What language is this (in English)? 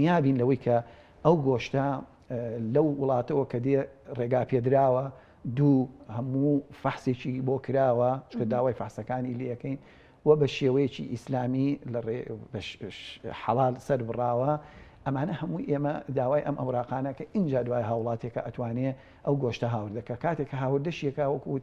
Central Kurdish